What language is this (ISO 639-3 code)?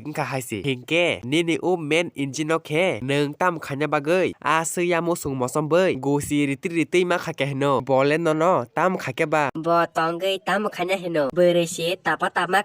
trp